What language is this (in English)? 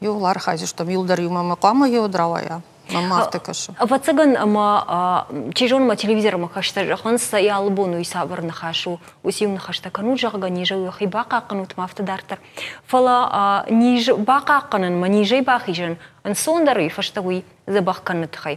Ossetic